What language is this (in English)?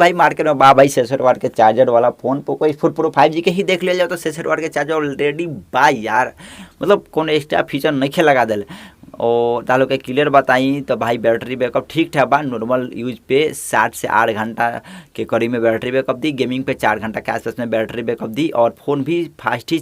Bhojpuri